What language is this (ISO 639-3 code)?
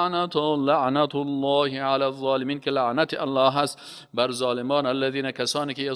fas